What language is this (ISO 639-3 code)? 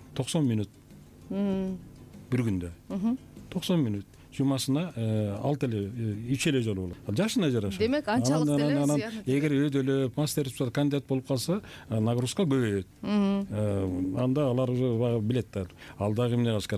kir